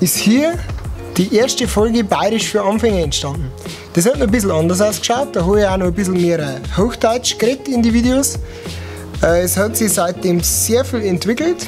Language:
Bavarian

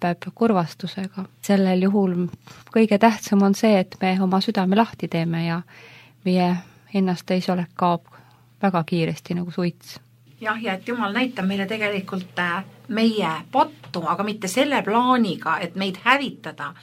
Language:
Estonian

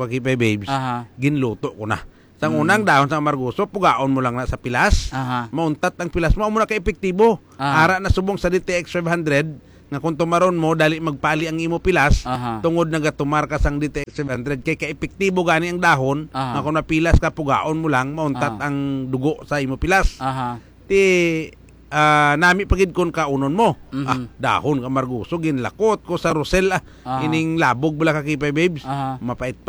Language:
Hiligaynon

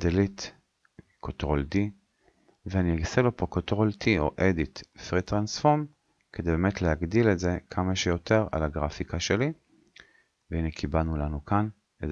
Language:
Hebrew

